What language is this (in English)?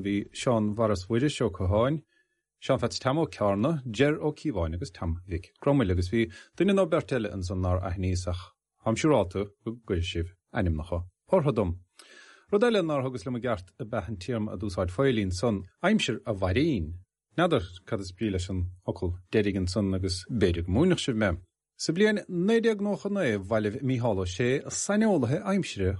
Irish